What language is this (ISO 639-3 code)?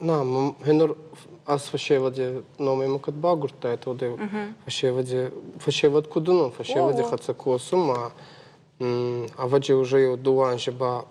oss